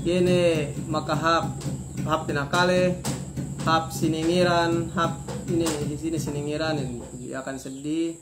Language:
Yakan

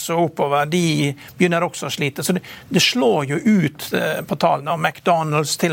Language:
Norwegian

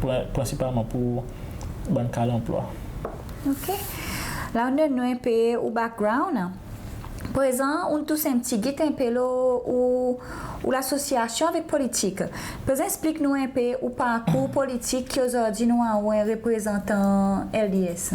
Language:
Seselwa Creole French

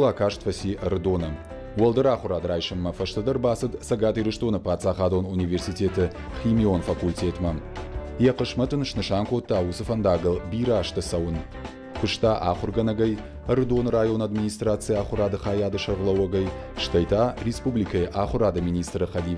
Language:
Ossetic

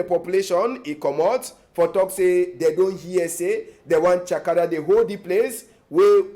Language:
Cameroon Pidgin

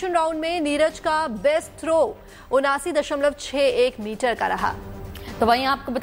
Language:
Hindi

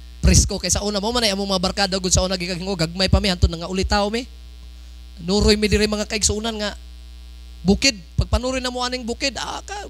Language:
Cebuano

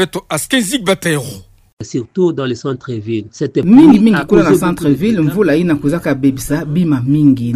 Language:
Kituba (Democratic Republic of Congo)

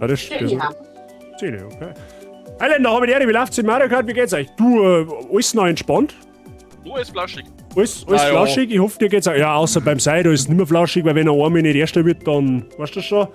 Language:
Bavarian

